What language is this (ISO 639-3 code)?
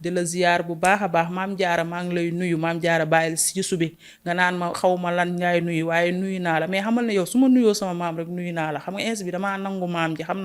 wol